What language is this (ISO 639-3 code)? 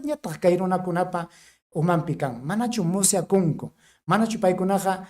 quy